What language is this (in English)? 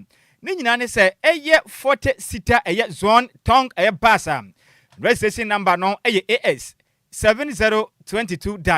Akan